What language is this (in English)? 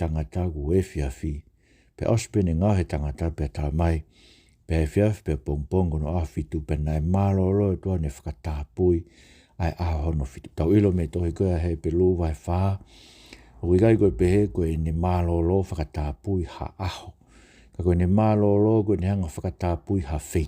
Tongan